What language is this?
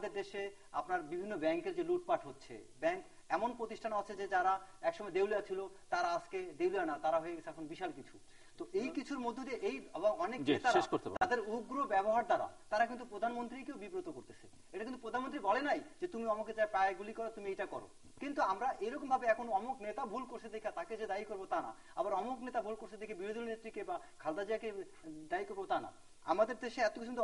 Bangla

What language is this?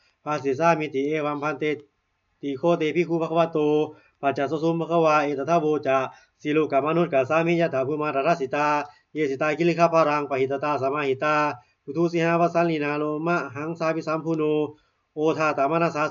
Pali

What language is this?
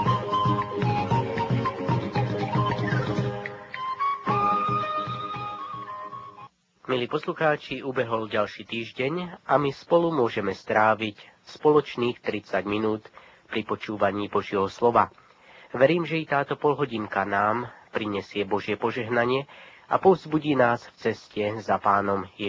Slovak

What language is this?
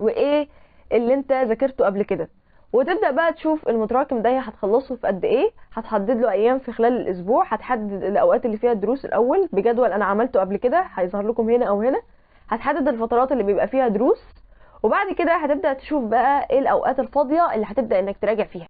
Egyptian Arabic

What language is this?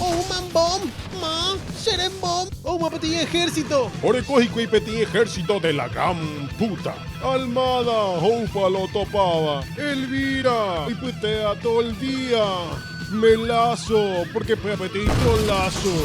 Guarani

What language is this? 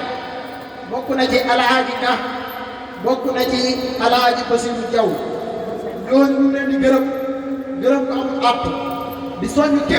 Wolof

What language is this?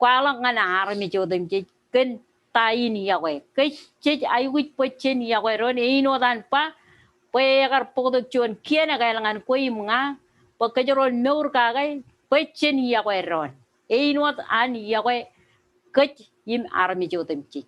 Marshallese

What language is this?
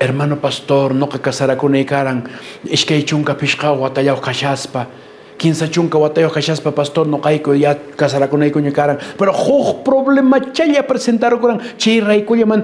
Quechua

